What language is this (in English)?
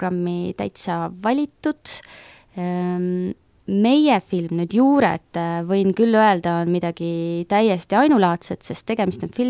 Estonian